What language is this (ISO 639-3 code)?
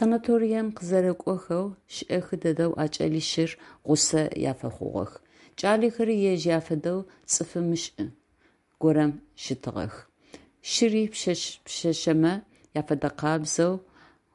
ady